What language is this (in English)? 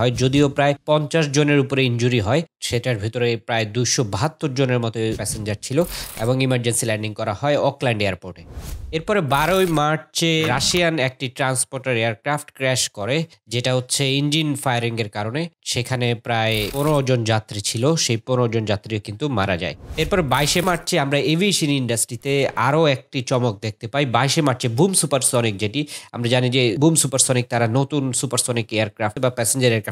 Bangla